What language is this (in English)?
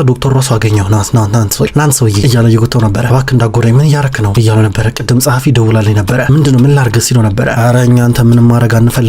Amharic